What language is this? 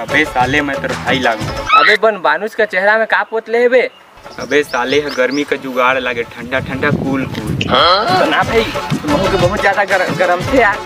Chhattisgarhi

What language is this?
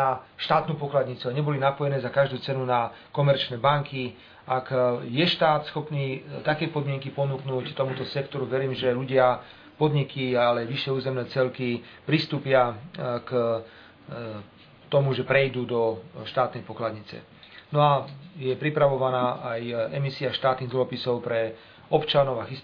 Slovak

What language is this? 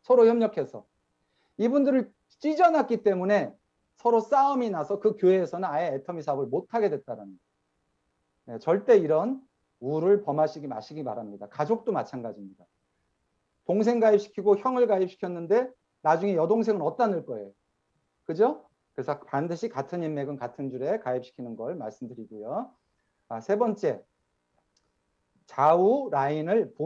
Korean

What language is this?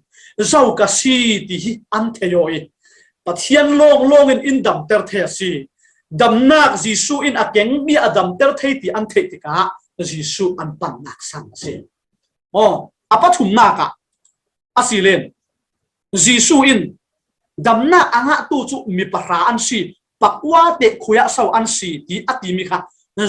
Falam Chin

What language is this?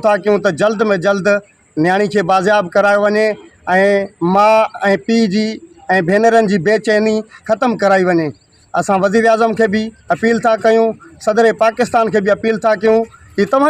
Sindhi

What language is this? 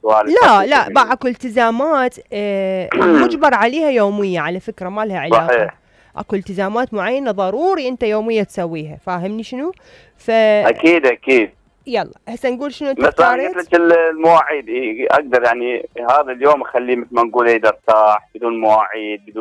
Mesopotamian Arabic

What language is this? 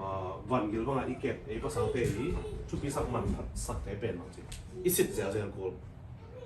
Tedim Chin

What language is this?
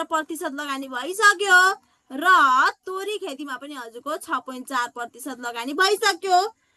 Nepali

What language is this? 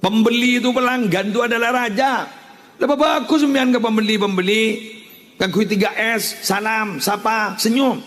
Madurese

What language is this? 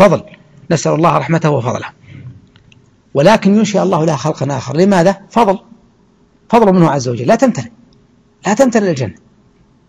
Arabic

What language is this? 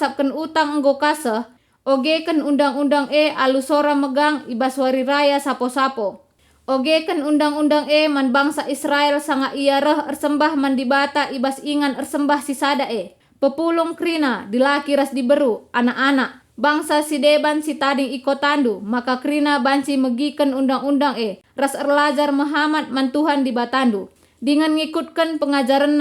Batak Karo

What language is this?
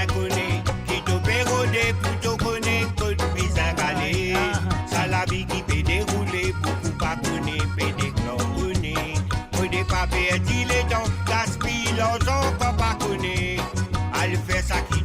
Morisyen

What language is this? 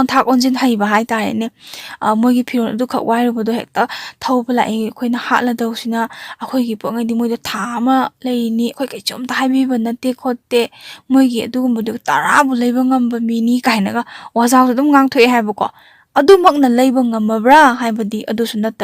Manipuri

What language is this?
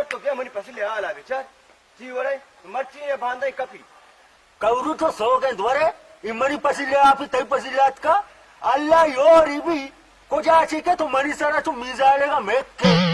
Baluchi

